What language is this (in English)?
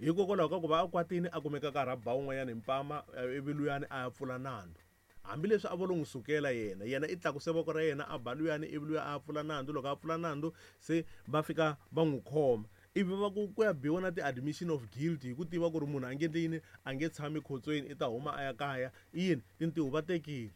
Tsonga